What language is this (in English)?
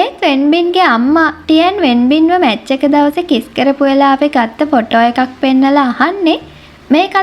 Sinhala